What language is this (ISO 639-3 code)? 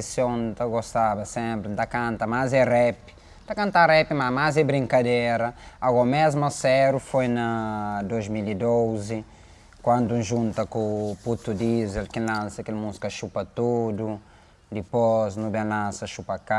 kea